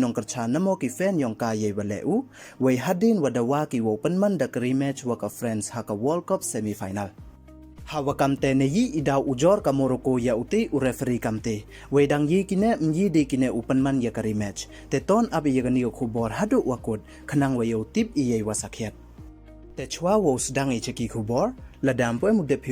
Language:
Pnar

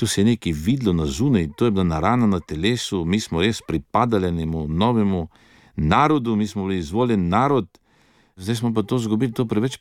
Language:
Slovenian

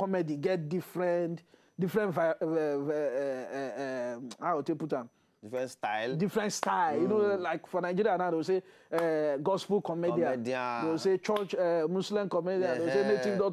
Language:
Nigerian Pidgin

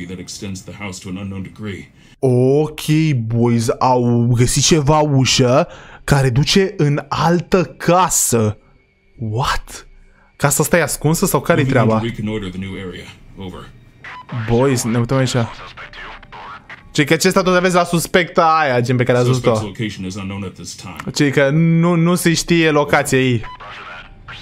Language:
Romanian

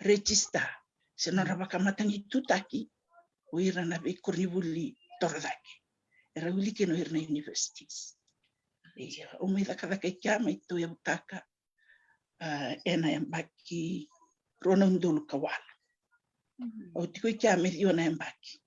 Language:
Fijian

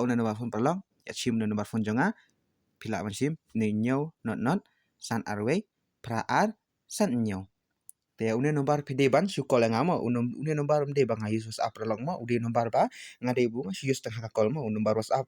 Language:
Khasi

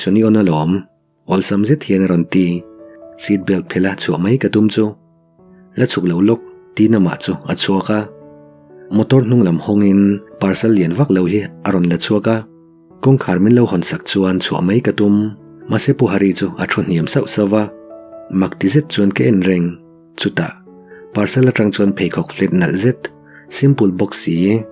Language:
Mizo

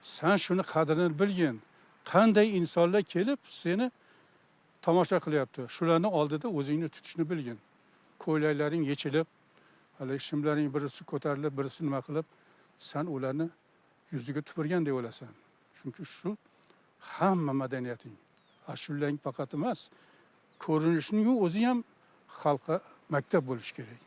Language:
Uzbek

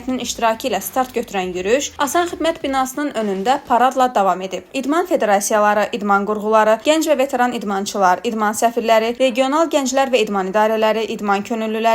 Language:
Azerbaijani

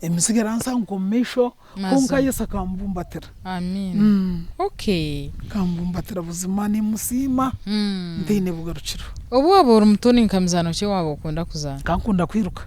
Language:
Nyankole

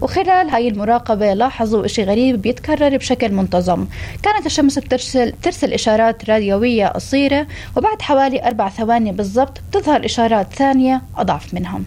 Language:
North Levantine Arabic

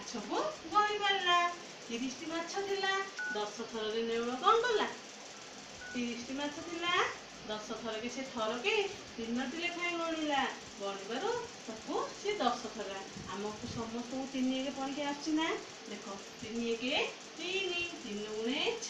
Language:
Odia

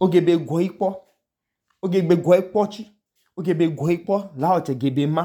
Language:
Idoma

